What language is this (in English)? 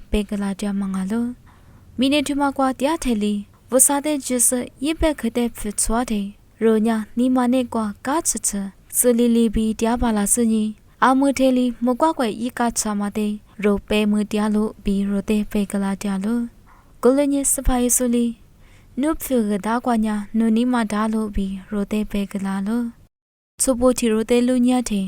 Lisu